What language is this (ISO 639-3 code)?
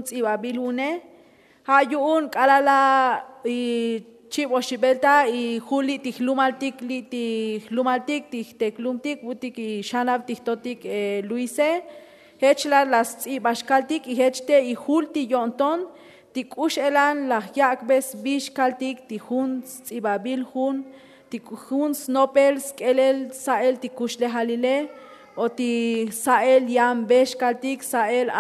tzo